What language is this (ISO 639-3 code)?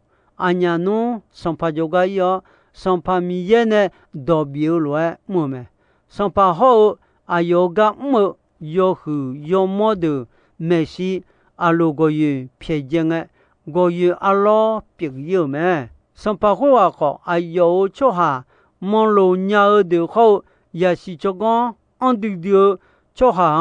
ahk